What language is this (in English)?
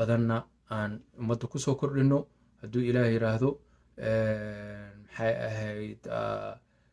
Somali